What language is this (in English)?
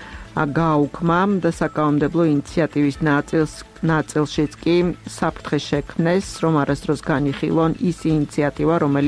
Georgian